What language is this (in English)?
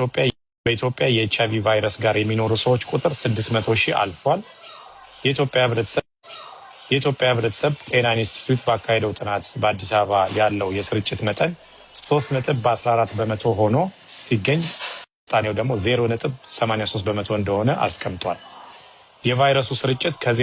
Amharic